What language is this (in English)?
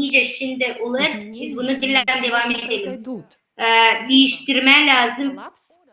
Gagauz